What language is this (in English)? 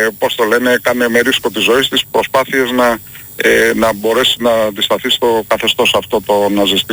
Greek